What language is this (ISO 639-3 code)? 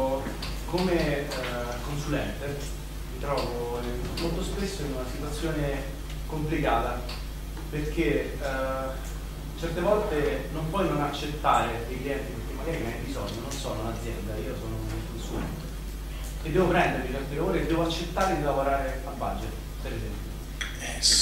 ita